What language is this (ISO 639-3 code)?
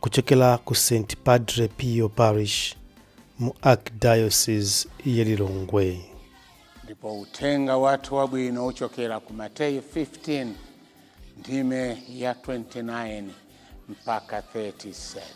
nya